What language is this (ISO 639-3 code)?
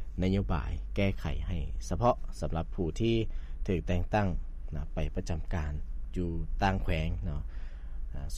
lao